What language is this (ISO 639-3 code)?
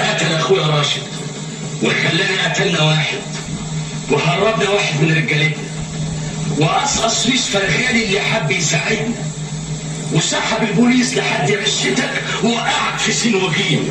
arz